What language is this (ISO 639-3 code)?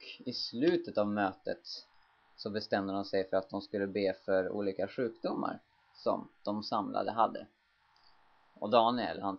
swe